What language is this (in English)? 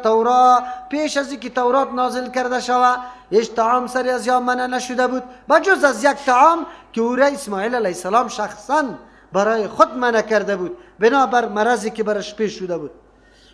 Persian